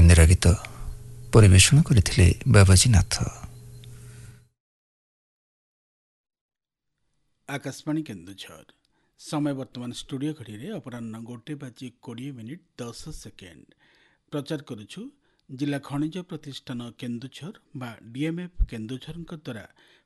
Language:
Odia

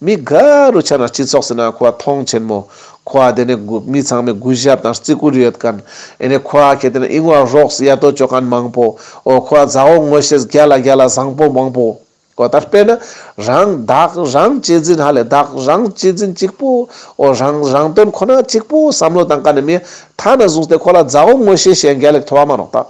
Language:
Ladakhi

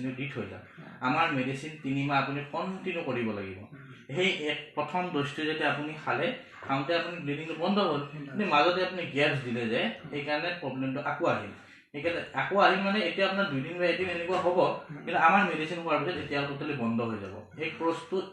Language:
Assamese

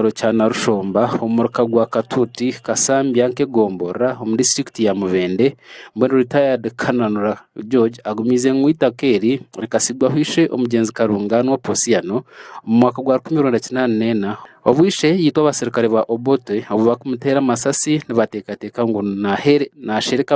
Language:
Nyankole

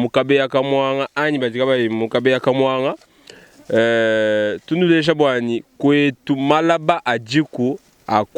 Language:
Luba-Lulua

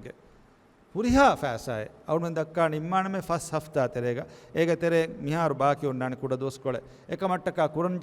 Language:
Divehi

